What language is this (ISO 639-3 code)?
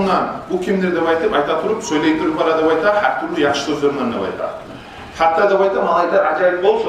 kum